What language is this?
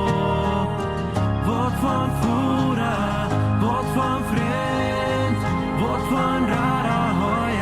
Plautdietsch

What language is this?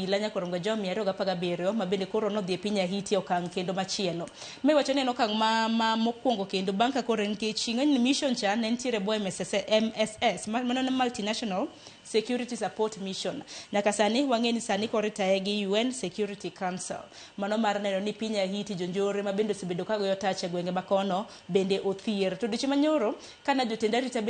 Luo (Kenya and Tanzania)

